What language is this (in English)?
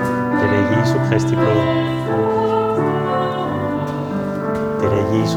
Danish